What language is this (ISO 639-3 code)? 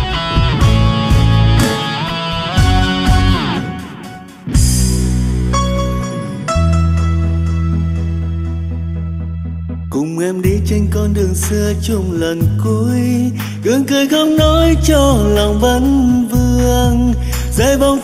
vie